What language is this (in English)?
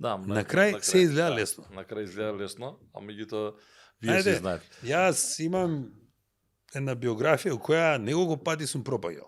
Macedonian